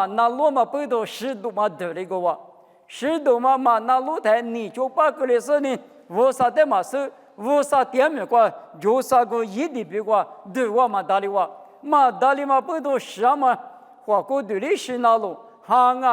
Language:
Lisu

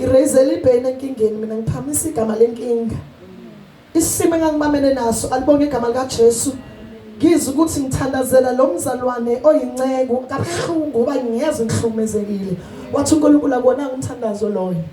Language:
Zulu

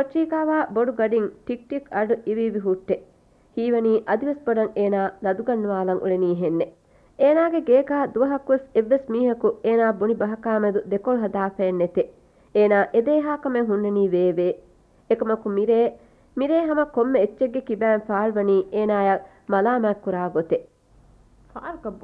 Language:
Divehi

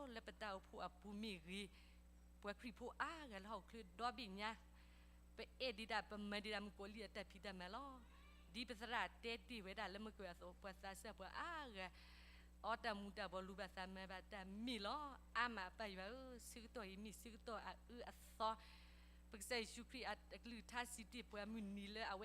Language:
S'gaw Karen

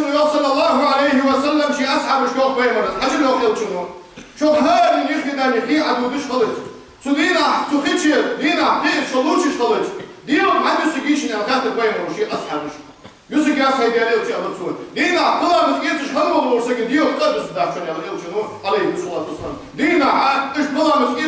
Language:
Ingush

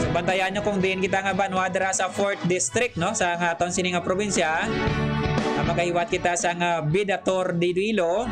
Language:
Hiligaynon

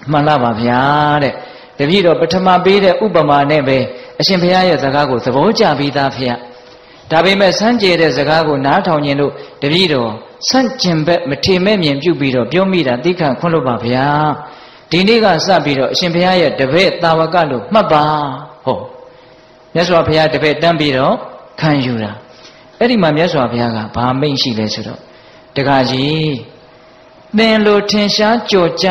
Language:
Burmese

